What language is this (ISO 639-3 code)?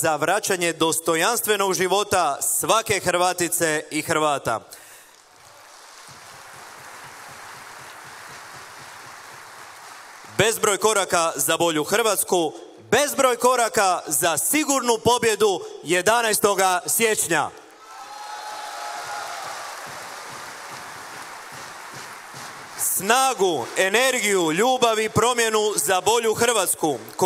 hrv